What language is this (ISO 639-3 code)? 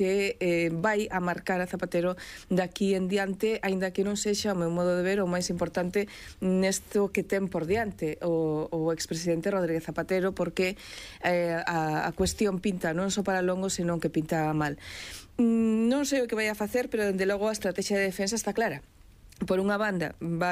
glg